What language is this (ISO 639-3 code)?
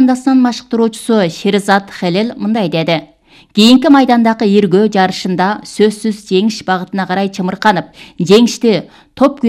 kir